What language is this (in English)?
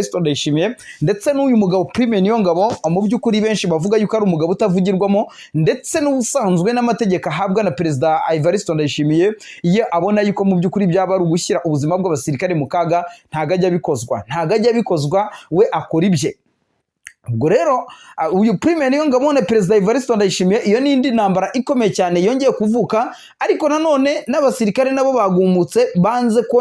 Kinyarwanda